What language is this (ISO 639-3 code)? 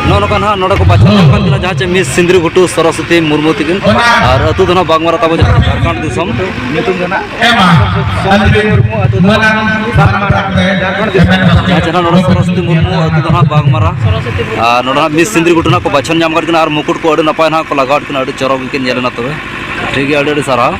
sat